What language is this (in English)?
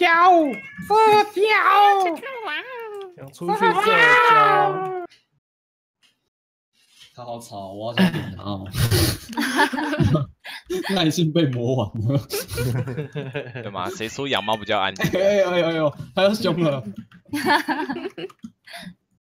Chinese